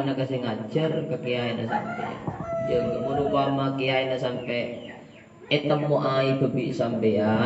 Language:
Madurese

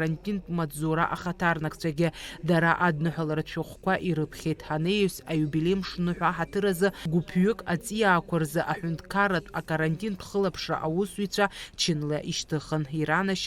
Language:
Abkhazian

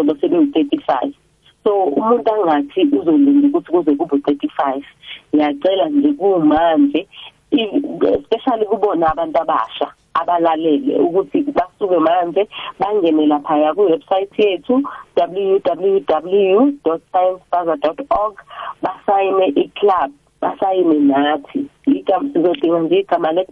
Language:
South Ndebele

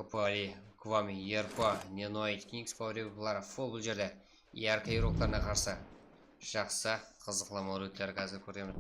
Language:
Kara-Kalpak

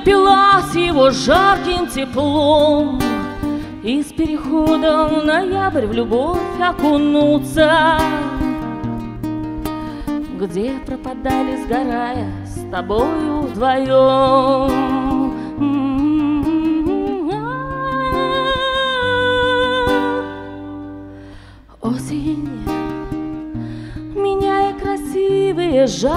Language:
Russian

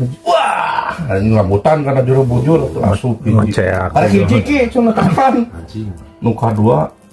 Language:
Sundanese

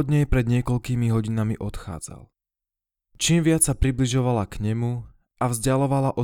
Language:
Slovak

